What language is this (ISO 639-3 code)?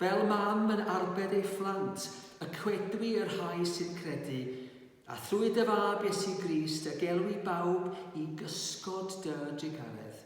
cym